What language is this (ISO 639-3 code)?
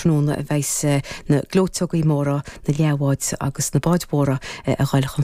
gle